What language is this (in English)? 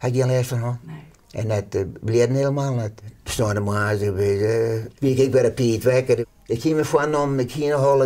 Western Frisian